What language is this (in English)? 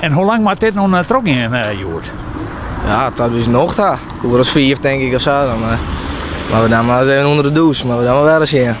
Western Frisian